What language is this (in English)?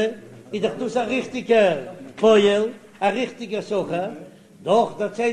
Yiddish